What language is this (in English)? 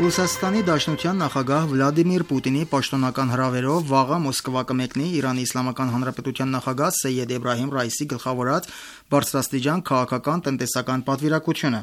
Armenian